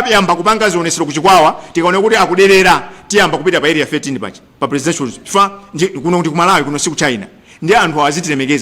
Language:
Nyanja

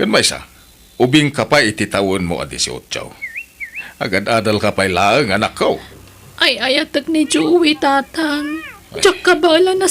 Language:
Iloko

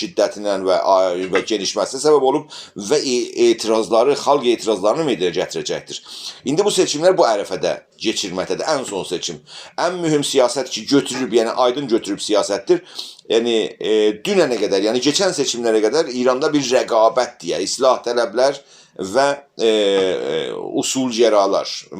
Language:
South Azerbaijani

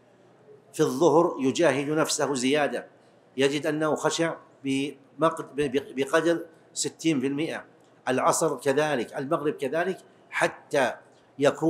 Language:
Arabic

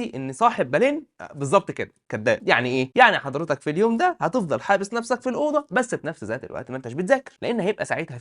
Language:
Egyptian Arabic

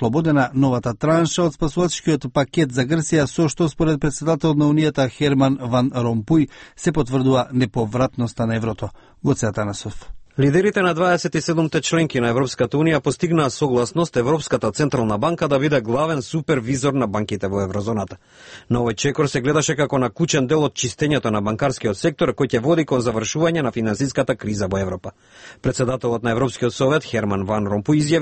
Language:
Macedonian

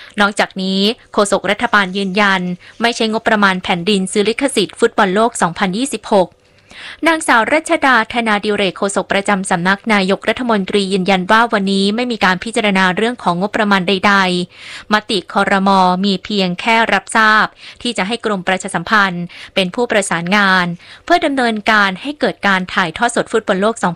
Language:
Thai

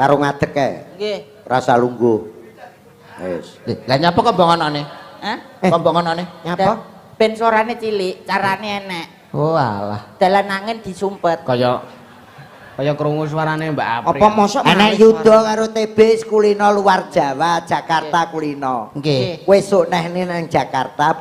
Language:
Javanese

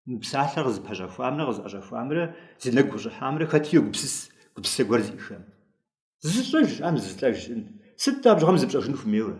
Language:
Kabardian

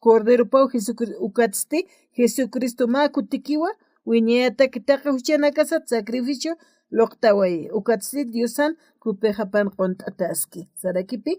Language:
Aymara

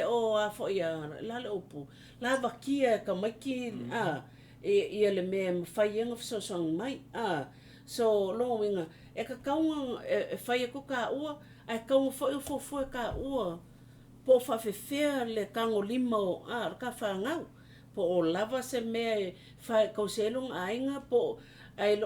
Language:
Samoan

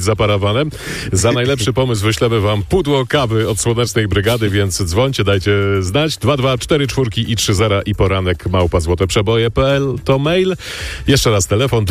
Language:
Polish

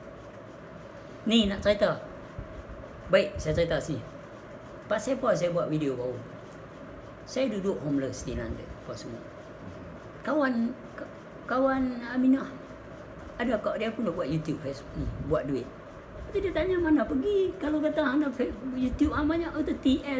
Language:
Malay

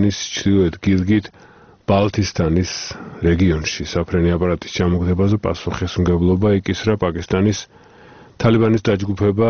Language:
Georgian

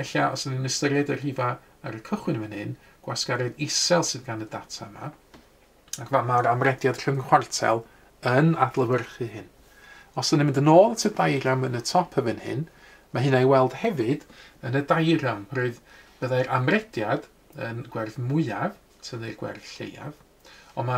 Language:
Welsh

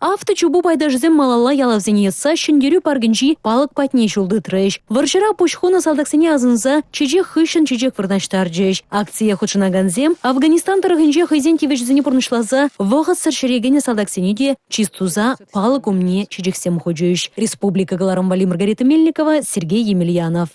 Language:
Chuvash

